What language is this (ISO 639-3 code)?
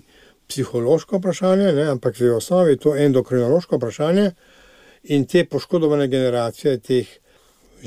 slv